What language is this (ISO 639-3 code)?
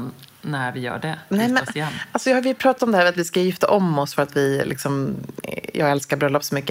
swe